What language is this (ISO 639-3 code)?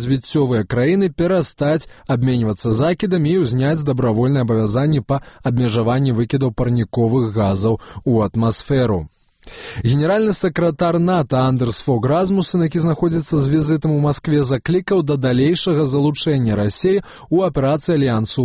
bel